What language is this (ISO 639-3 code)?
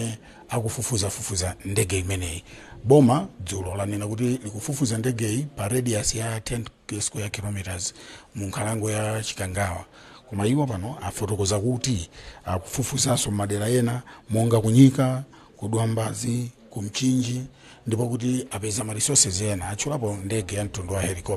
nya